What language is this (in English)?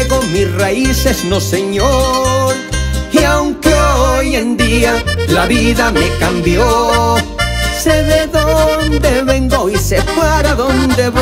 Spanish